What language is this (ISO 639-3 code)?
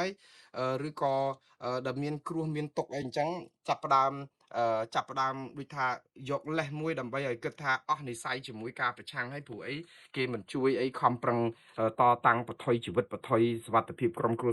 khm